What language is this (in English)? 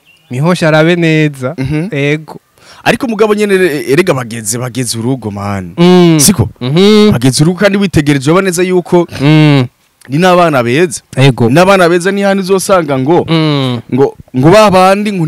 Rundi